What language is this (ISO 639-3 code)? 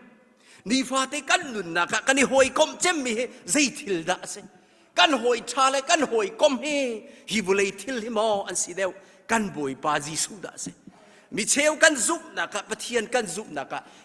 cnh